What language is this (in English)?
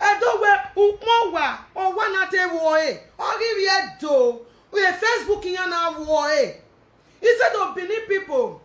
Nigerian Pidgin